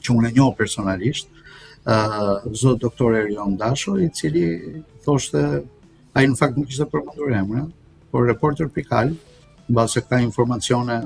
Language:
Albanian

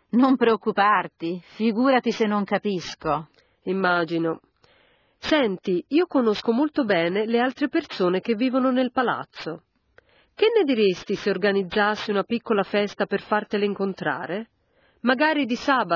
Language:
Italian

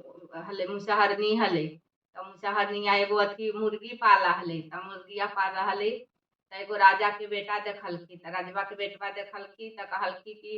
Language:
Magahi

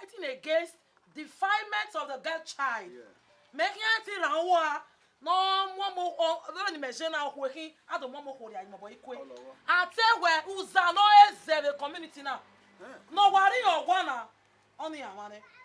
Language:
Bini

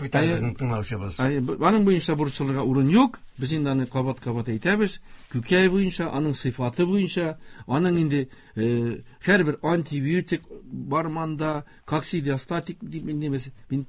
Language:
Tatar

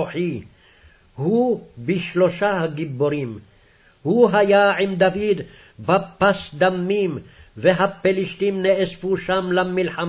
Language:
Hebrew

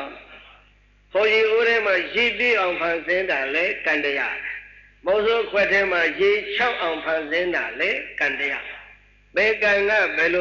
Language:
Burmese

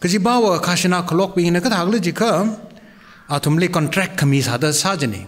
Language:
Tangkhul Naga (India)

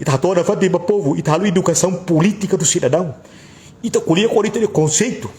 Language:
Tetum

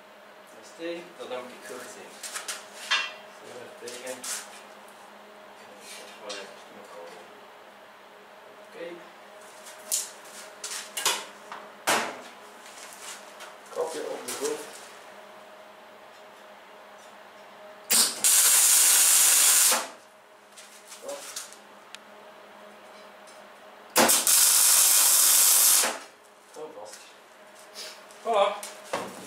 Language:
Dutch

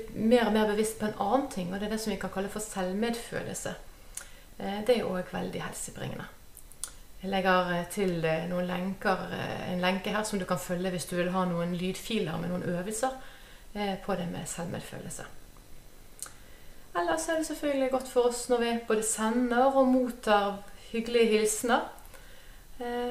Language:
Norwegian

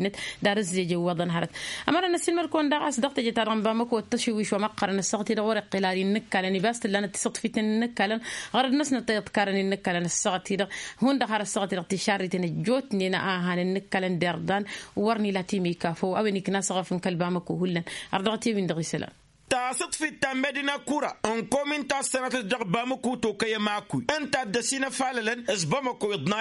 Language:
Tamasheq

